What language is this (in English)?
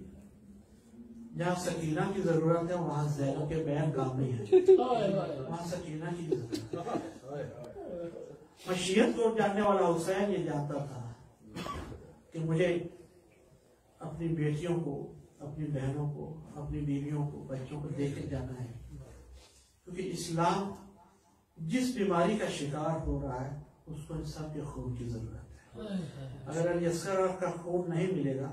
Urdu